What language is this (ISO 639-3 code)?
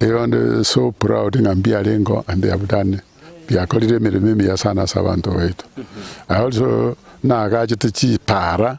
guz